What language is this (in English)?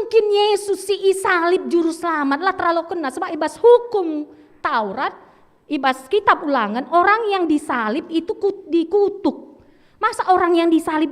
Batak Karo